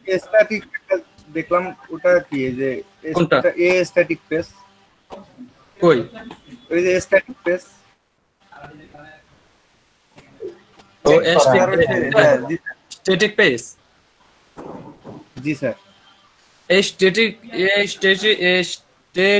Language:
Bangla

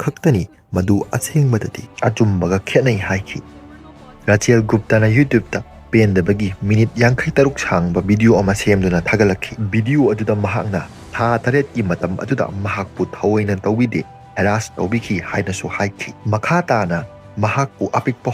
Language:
Manipuri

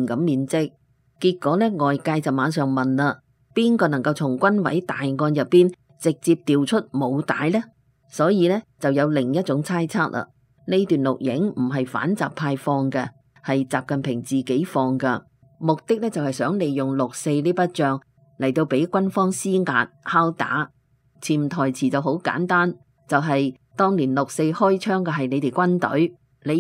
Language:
Cantonese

